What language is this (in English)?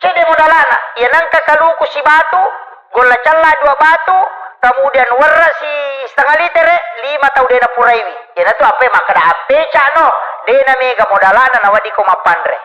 Buginese